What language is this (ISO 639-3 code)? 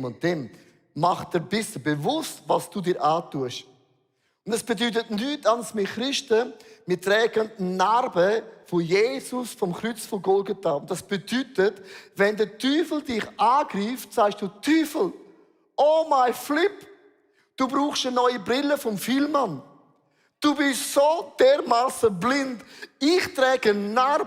gsw